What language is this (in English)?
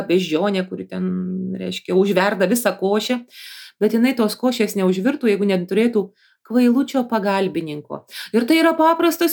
Lithuanian